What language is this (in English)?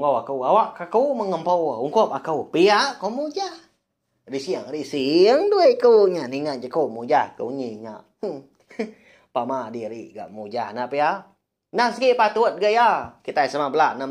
Iban